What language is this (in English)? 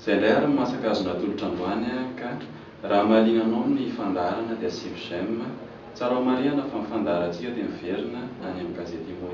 Malagasy